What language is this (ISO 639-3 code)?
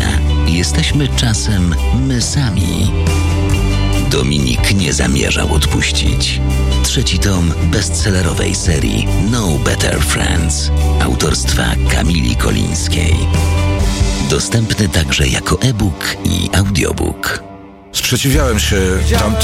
pol